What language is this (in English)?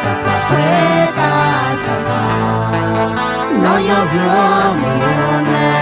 Akha